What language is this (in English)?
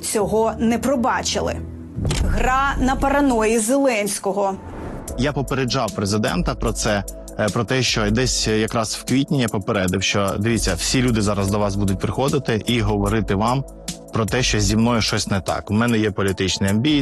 Ukrainian